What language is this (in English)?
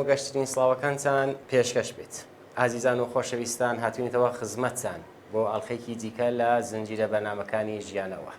Central Kurdish